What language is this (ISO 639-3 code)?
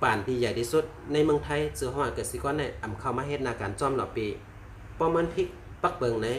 shn